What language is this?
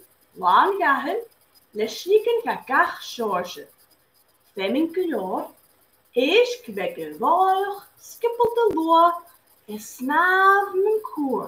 Scottish Gaelic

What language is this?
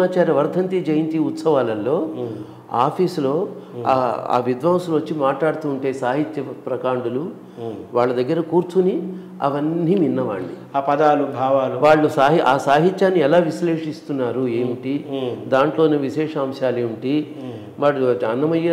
Telugu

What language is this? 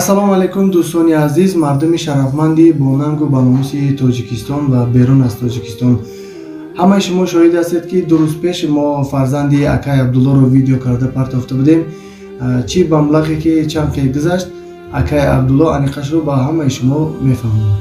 Tajik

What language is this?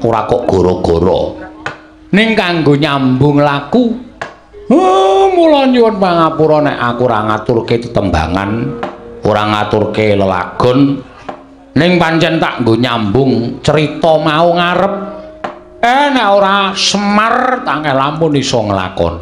Javanese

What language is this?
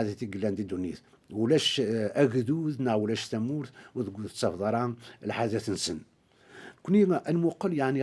Kabyle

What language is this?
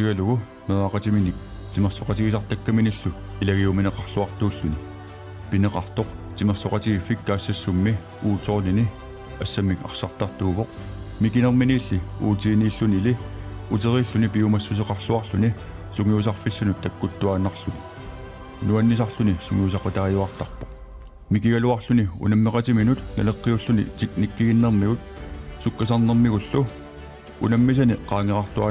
Kalaallisut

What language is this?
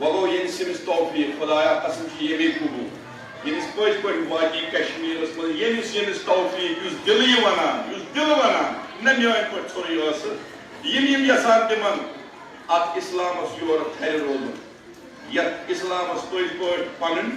Kashmiri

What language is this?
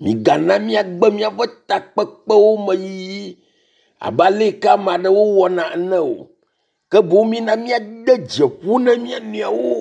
Ewe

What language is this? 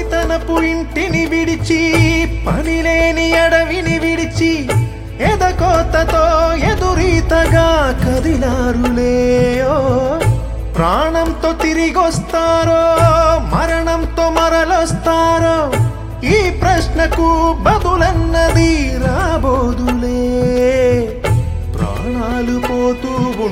Telugu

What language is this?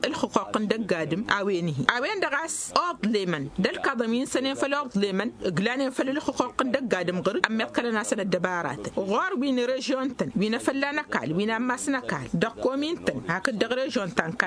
Tamasheq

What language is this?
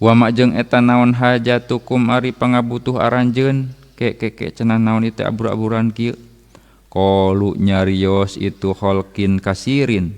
Sundanese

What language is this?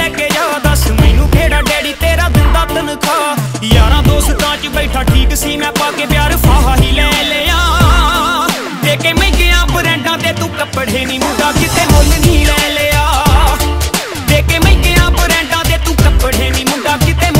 Punjabi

